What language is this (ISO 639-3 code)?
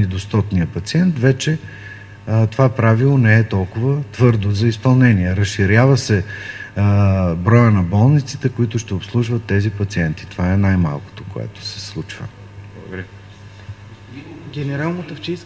bul